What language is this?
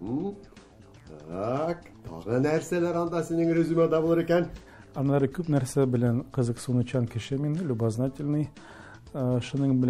Tatar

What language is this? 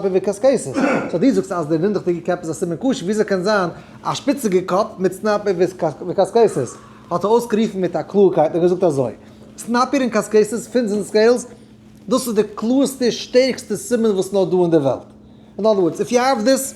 Yiddish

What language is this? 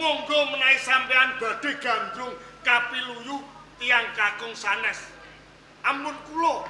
Javanese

